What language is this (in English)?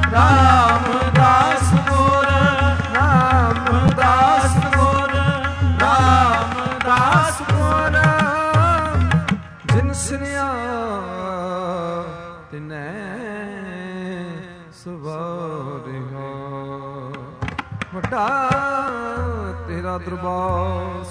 Punjabi